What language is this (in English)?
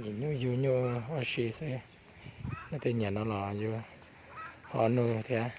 Hmong